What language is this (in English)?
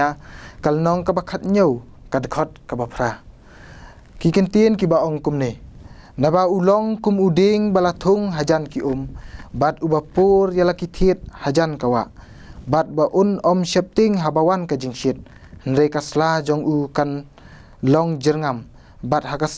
Khasi